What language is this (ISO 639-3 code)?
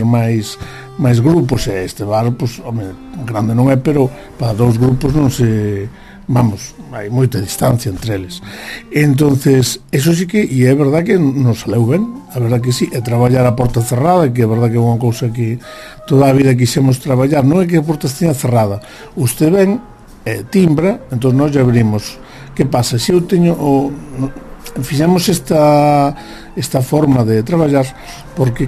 glg